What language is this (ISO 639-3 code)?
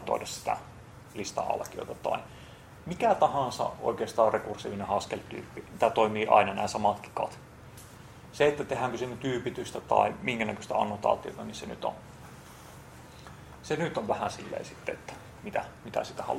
fin